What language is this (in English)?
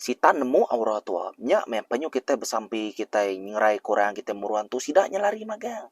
Iban